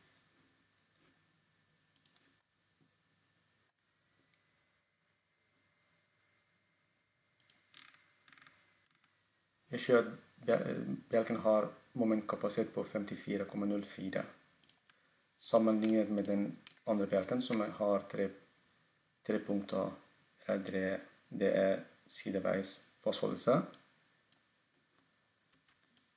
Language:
Norwegian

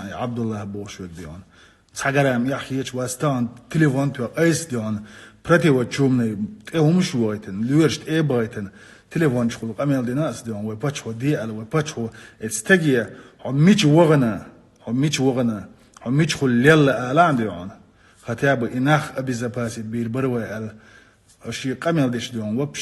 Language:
Chechen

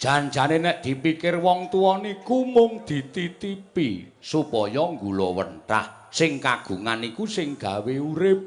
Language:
Javanese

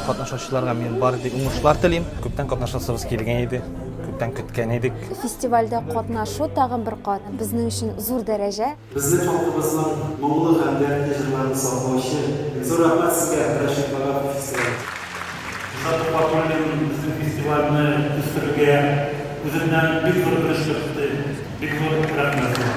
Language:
Tatar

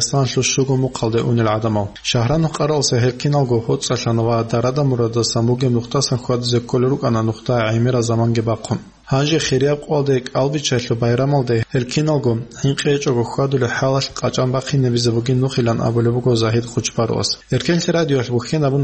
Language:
Avaric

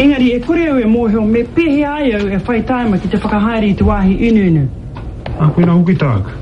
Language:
Māori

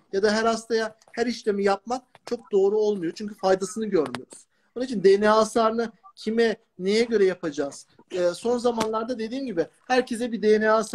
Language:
Turkish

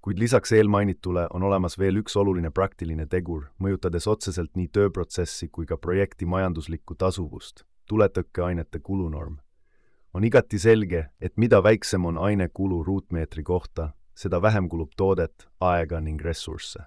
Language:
Estonian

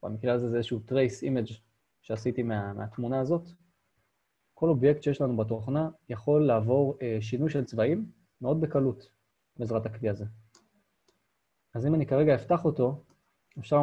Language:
Hebrew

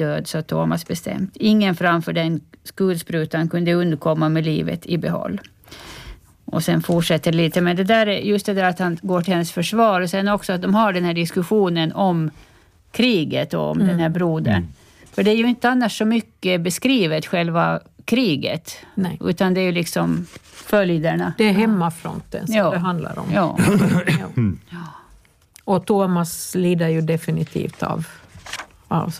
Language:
Swedish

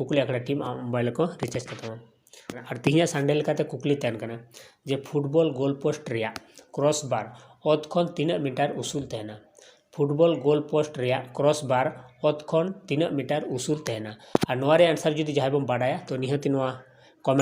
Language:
Santali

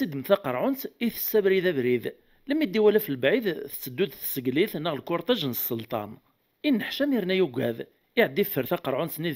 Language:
Kabyle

